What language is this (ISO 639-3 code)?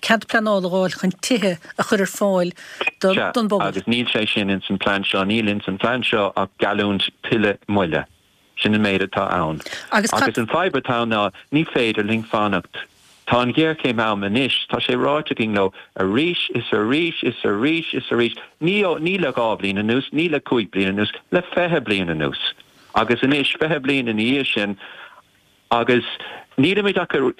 gle